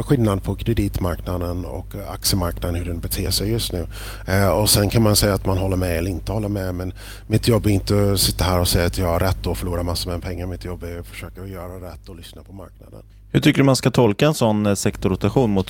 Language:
Swedish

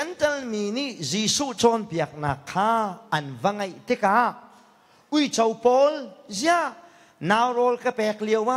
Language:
Hakha Chin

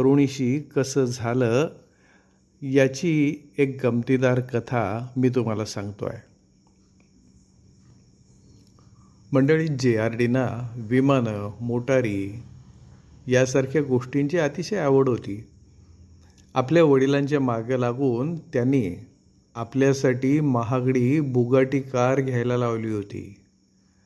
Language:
Marathi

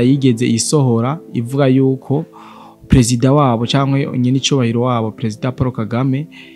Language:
Rundi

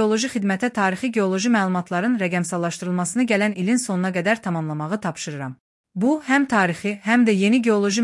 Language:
Azerbaijani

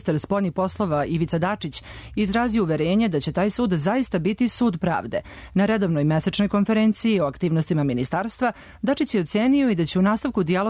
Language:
Serbian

